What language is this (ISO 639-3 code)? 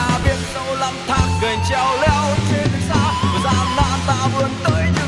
vie